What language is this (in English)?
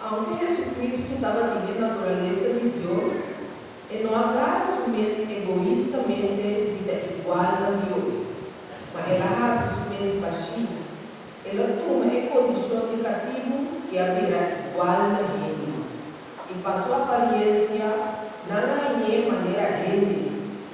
Papiamento